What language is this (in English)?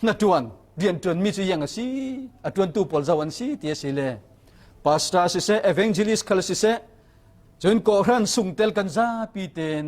Falam Chin